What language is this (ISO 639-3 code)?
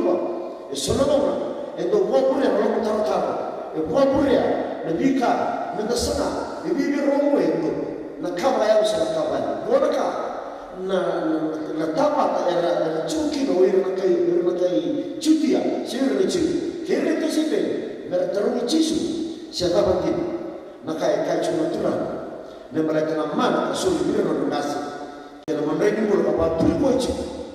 fij